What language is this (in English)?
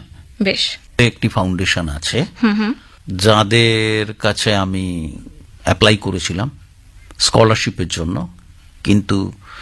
Bangla